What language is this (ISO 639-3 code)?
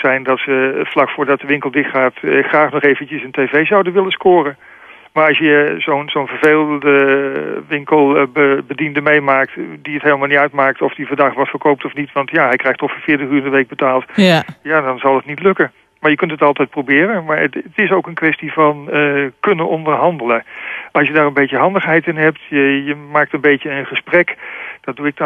nld